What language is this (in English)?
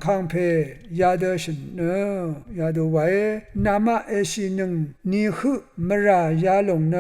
Rawang